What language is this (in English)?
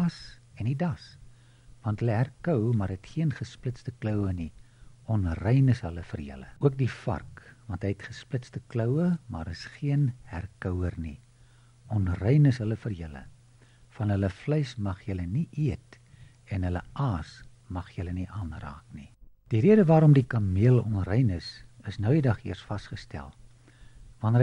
Afrikaans